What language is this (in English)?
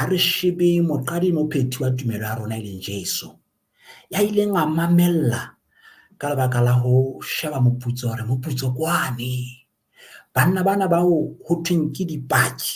Southern Sotho